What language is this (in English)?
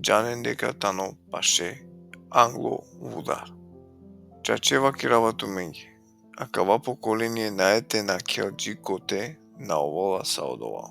Balkan Romani